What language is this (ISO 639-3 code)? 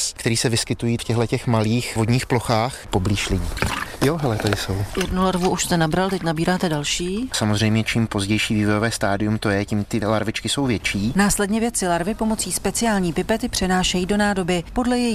ces